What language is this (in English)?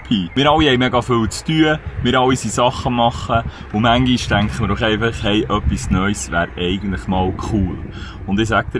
Swiss German